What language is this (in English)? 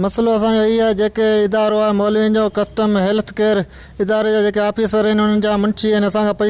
Sindhi